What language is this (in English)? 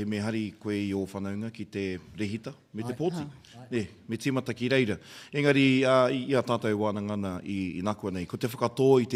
Māori